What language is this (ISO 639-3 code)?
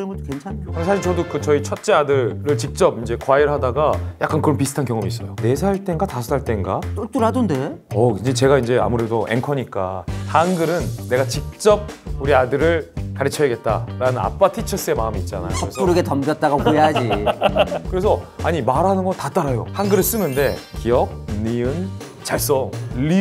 kor